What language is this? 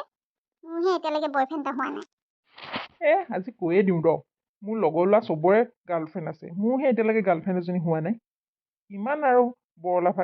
Assamese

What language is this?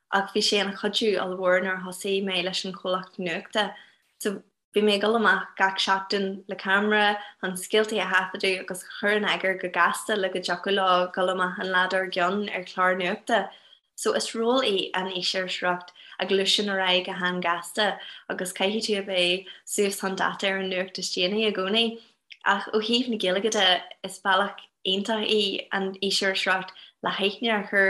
Irish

